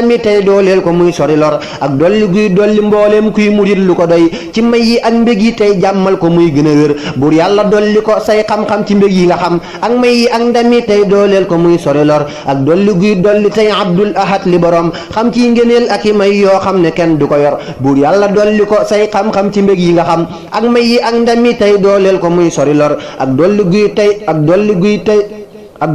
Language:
Wolof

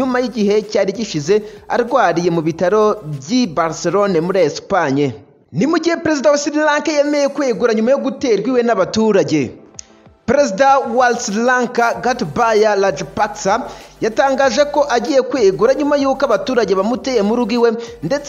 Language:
Kinyarwanda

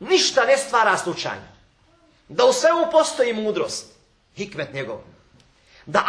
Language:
Bosnian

